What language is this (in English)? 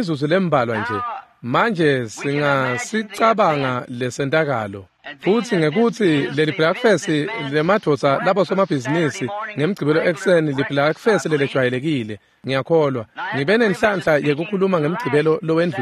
Swati